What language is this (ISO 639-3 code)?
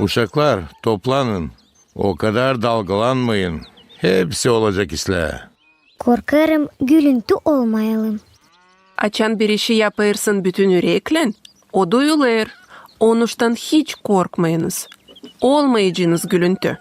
gag